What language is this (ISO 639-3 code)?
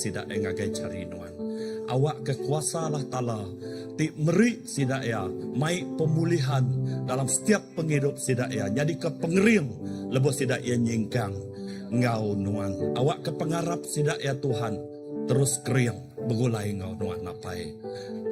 iba